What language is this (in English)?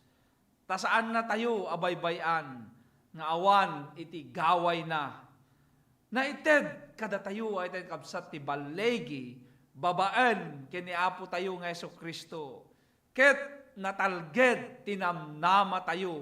Iloko